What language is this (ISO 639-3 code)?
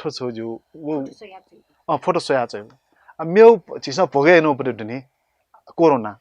new